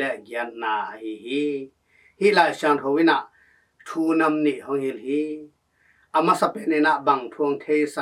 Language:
Tedim Chin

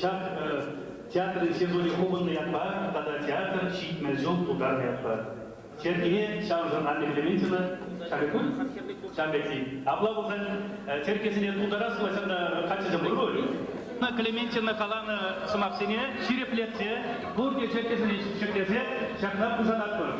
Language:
Chuvash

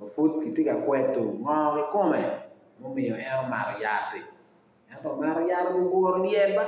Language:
Acoli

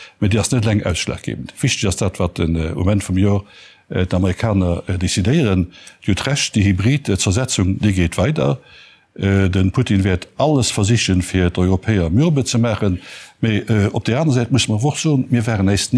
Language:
Luxembourgish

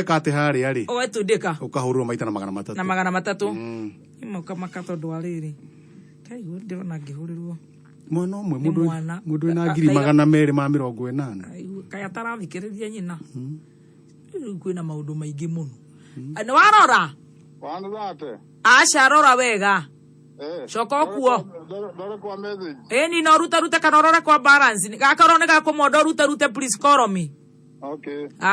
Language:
Kikuyu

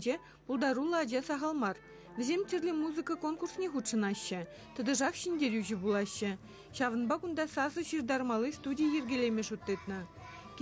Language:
Chuvash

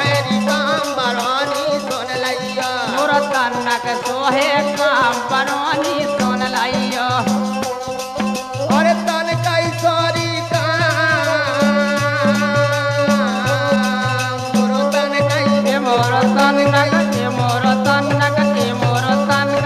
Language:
Bundeli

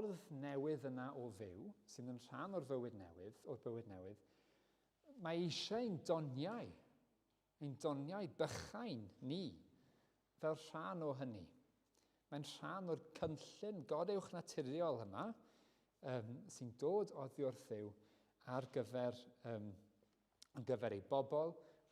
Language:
Welsh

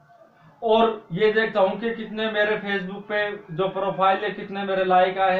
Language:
Hindi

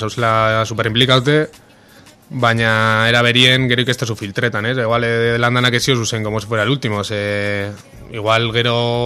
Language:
Basque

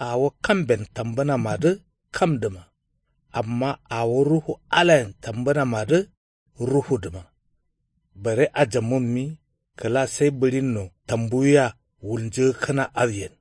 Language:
Kanuri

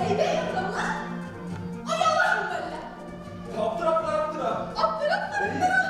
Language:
Bashkir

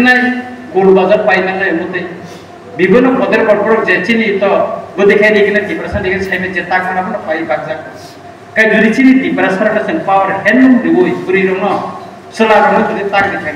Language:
Kok Borok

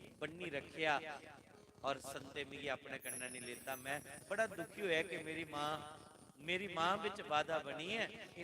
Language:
Dogri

